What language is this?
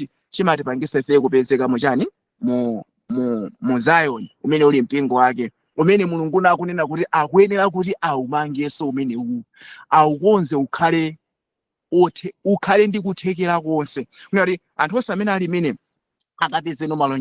Nyanja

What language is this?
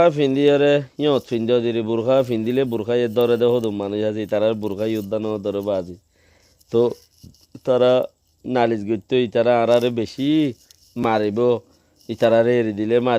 Rohingya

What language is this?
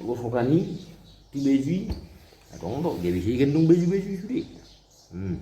Batak Toba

